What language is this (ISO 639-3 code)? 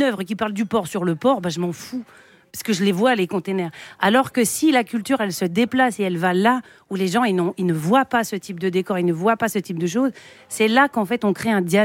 fra